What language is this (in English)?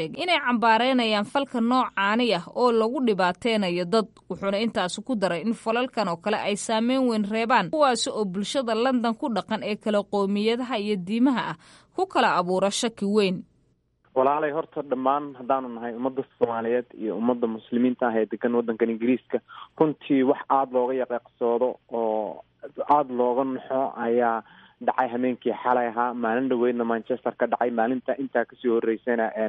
Somali